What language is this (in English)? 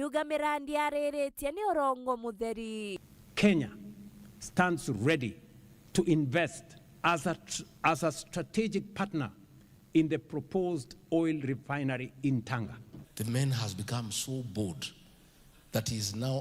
Meru